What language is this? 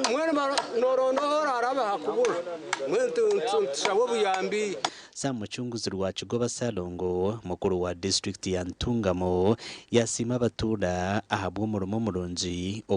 Nyankole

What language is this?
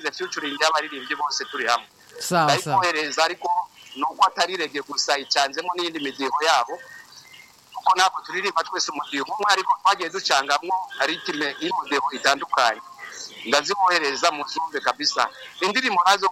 Rundi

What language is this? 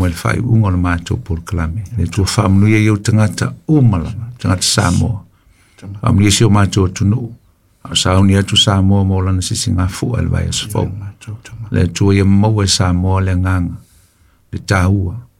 Samoan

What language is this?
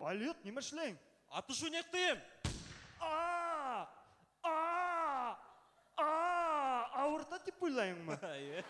Bashkir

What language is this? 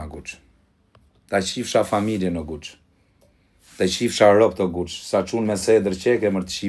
Albanian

